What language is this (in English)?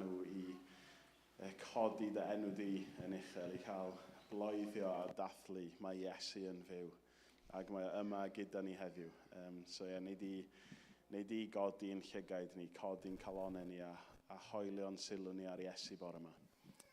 Welsh